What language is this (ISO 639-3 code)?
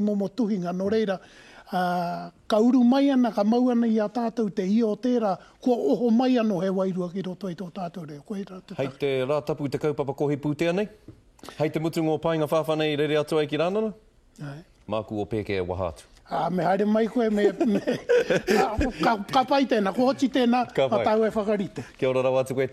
mri